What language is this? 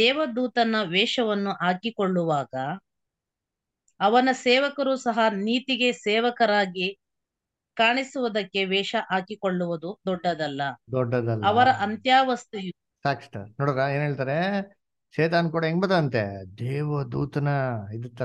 Kannada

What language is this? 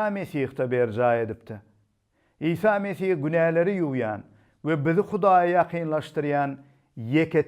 Turkmen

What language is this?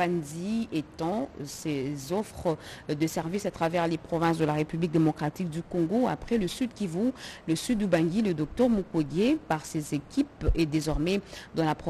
French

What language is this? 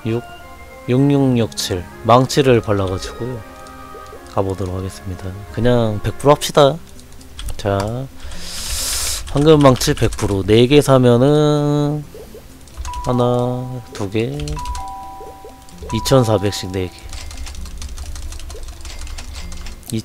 Korean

